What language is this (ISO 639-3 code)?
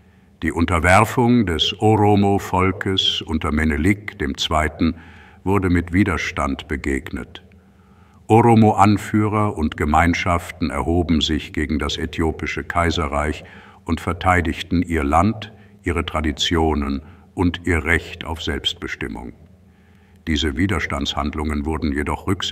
deu